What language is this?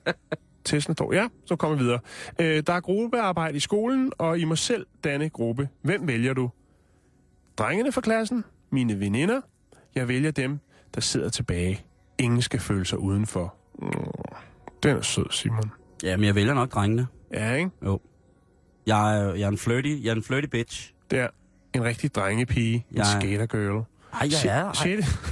Danish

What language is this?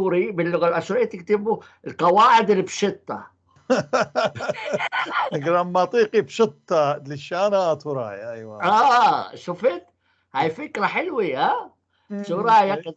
North Levantine Arabic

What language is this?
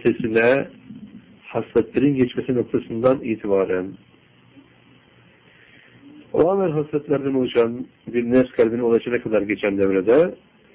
Turkish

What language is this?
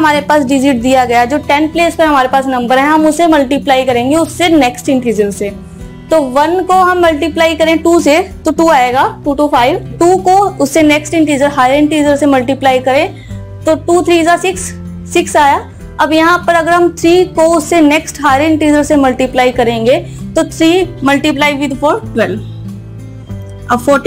Hindi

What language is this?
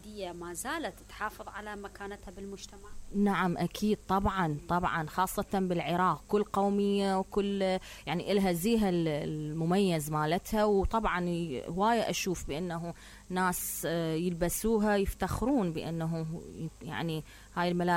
Mesopotamian Arabic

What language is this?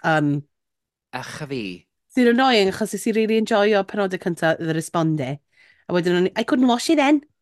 Welsh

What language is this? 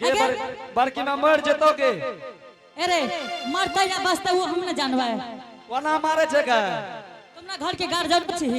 Angika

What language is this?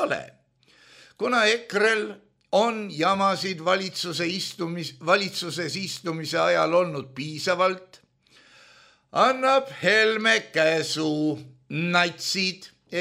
Estonian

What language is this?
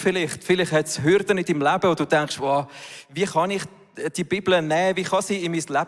Swiss German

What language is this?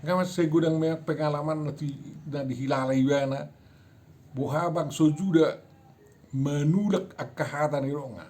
Batak Toba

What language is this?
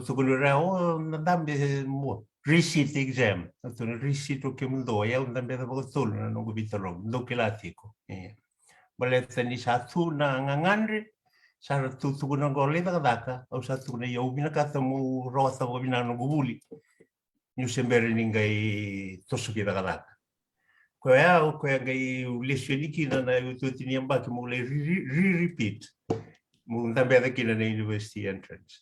Fijian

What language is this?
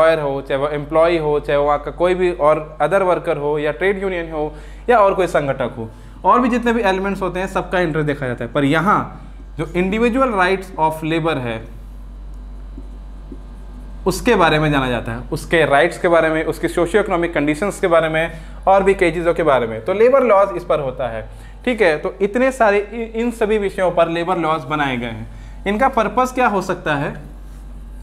Hindi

